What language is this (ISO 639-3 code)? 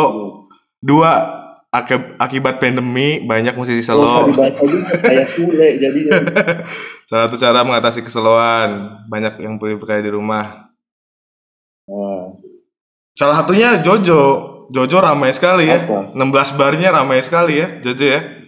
ind